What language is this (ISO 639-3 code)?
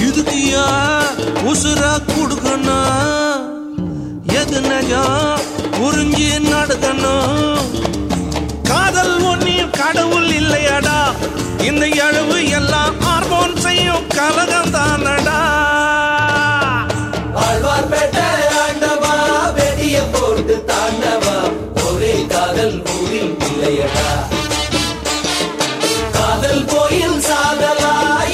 tam